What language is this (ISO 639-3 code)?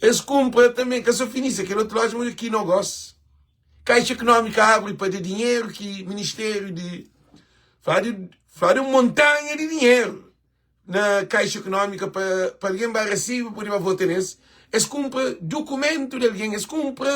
kea